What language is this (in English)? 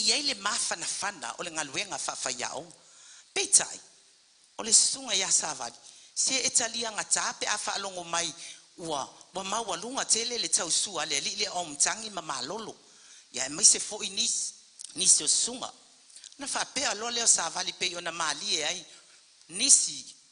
Samoan